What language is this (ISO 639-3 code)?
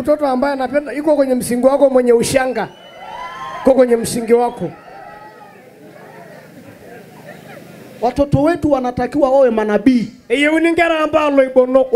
swa